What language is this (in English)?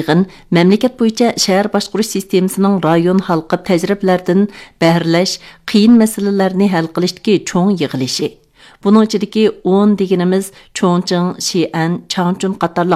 Uyghur